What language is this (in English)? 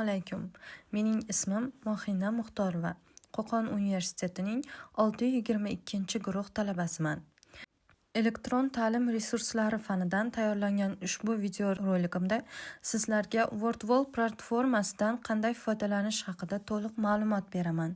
Uzbek